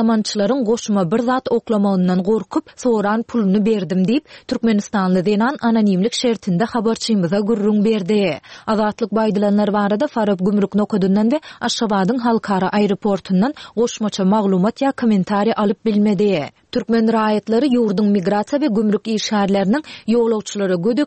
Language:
Turkmen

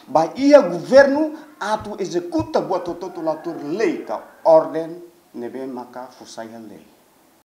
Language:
Tetum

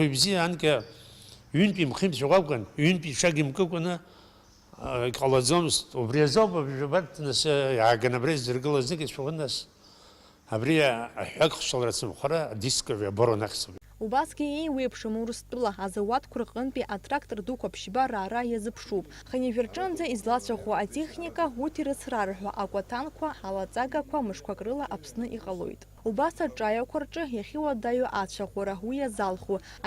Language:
Abkhazian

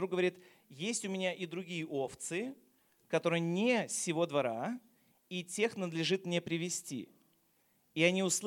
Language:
Russian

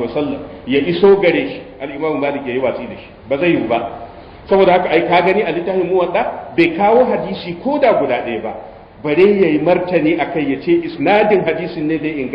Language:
Hausa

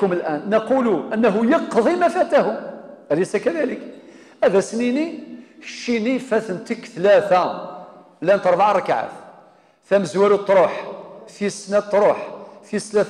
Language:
Kabyle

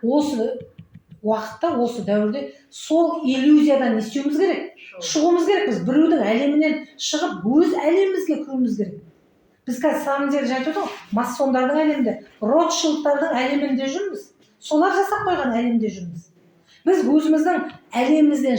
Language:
Kazakh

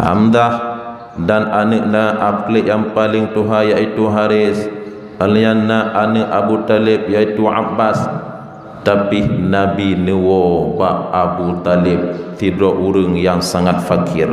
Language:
Achinese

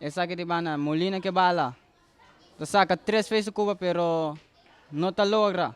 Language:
Papiamento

